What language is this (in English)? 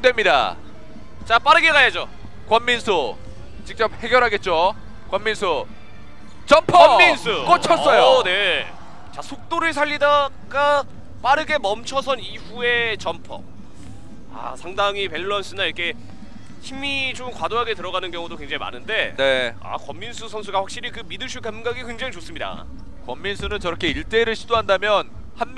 Korean